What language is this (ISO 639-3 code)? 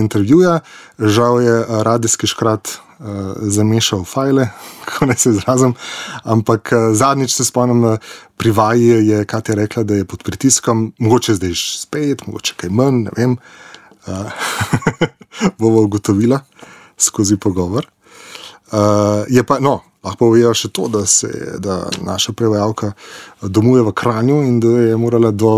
slv